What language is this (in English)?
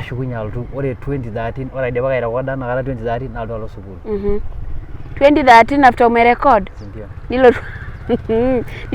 Masai